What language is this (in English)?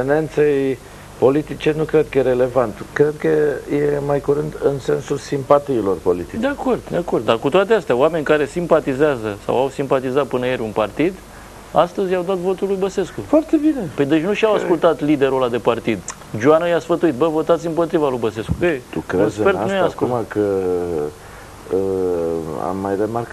Romanian